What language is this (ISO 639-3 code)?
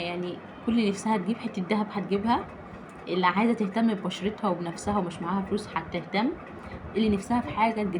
arz